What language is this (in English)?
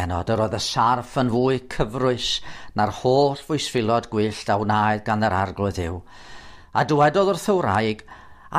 Welsh